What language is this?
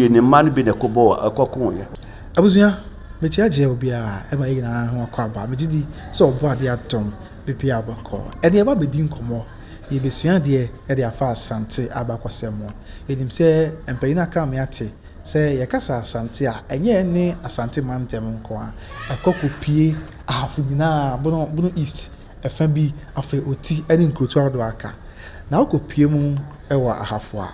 Akan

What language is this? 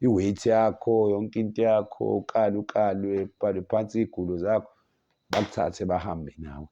Zulu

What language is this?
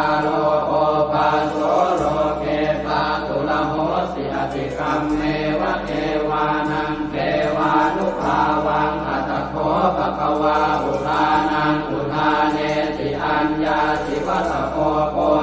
Pali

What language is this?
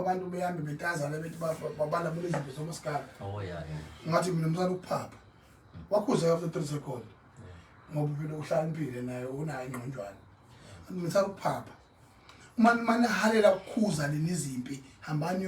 Zulu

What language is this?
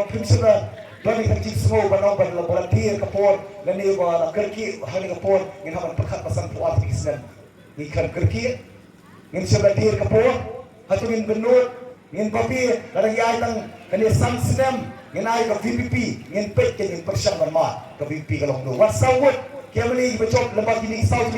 Khasi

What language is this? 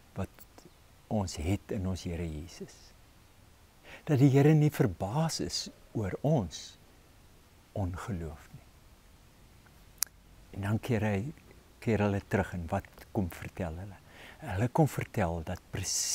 Afrikaans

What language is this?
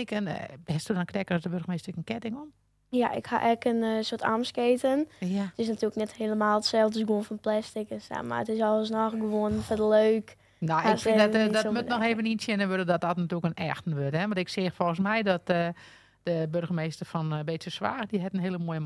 Western Frisian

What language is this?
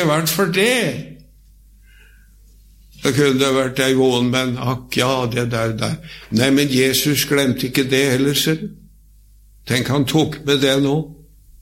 Norwegian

